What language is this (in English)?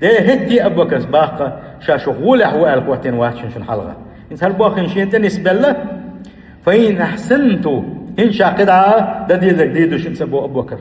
Chechen